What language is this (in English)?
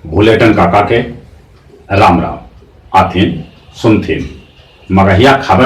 Magahi